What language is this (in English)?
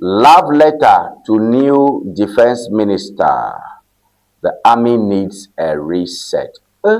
Ewe